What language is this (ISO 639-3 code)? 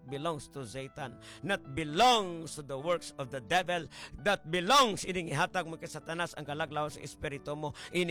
hil